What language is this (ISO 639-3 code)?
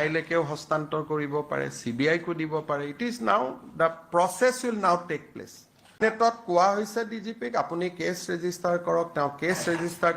asm